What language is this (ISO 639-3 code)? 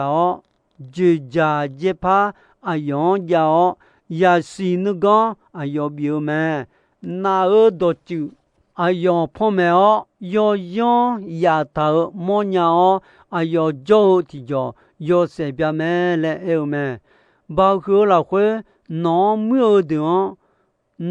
ahk